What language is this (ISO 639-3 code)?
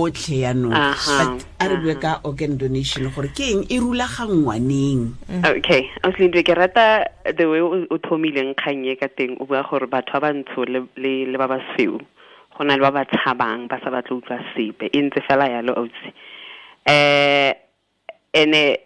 tsn